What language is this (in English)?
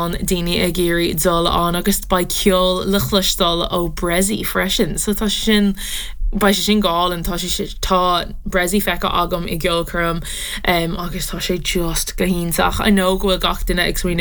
Irish